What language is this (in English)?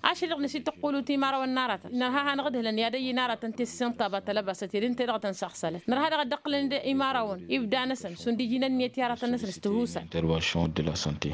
Tamasheq